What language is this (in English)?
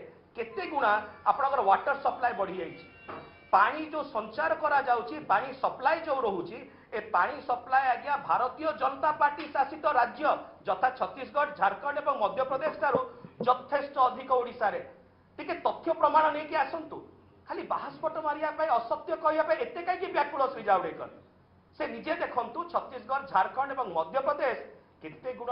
Odia